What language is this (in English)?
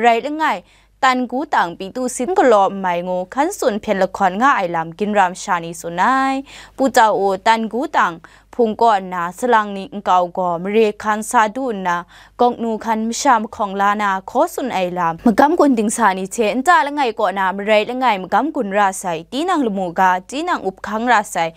Kachin